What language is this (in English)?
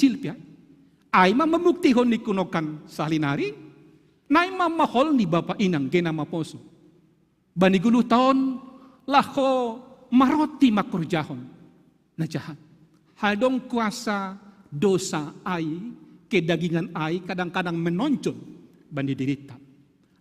Batak Simalungun